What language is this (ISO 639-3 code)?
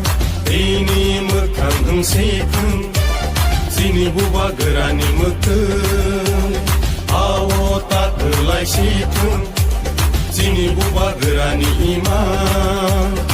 trp